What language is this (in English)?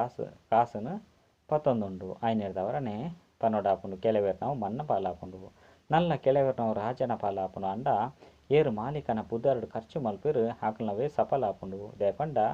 Tulu